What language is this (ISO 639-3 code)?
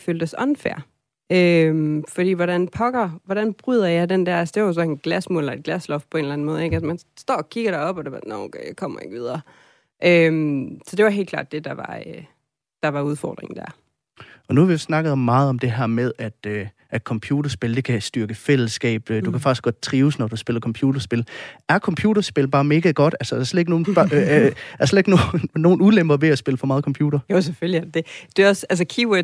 dan